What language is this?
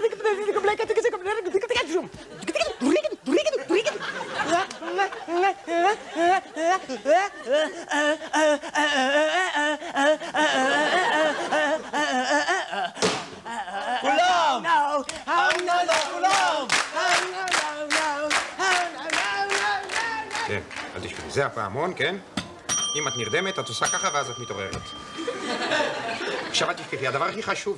Hebrew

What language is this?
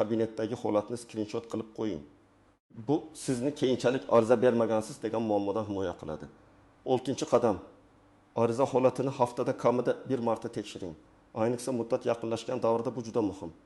Uzbek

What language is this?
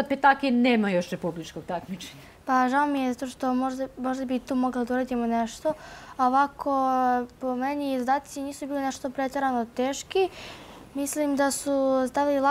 Serbian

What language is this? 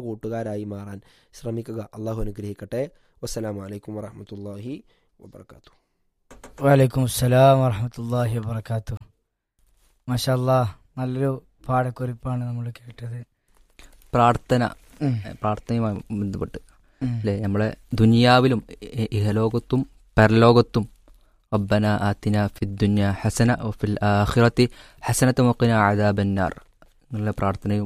Malayalam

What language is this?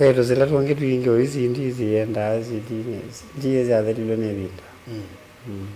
Kamba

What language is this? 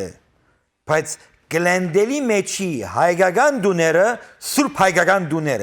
Western Armenian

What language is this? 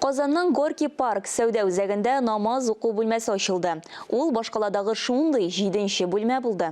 Tatar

